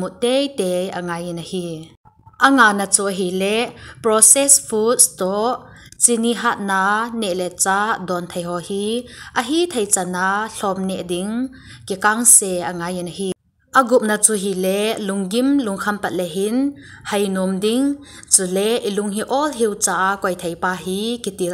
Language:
Thado Chin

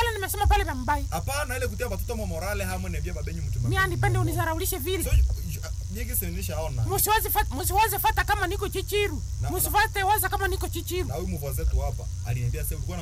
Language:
Swahili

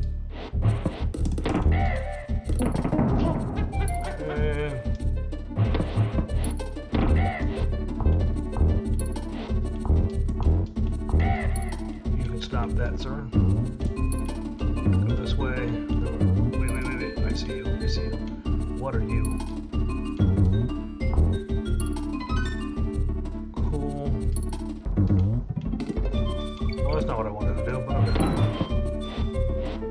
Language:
English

